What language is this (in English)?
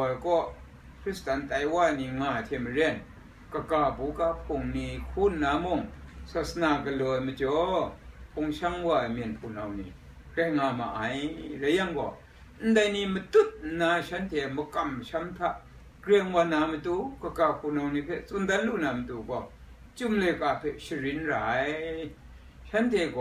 Kachin